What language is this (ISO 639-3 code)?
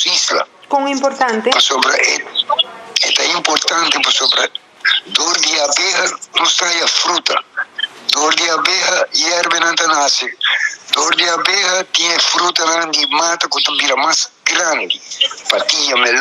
pap